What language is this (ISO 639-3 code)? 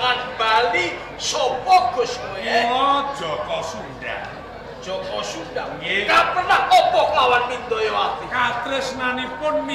jav